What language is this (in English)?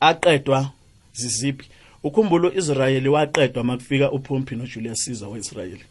South Ndebele